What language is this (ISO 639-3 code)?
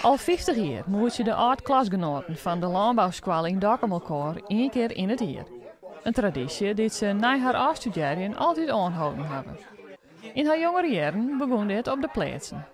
fry